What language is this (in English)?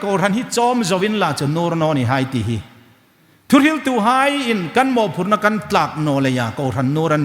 Hmar